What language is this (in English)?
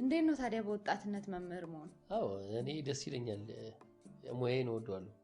Amharic